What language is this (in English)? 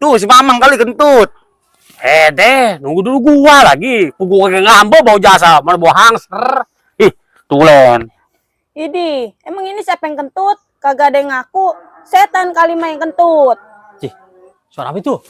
Betawi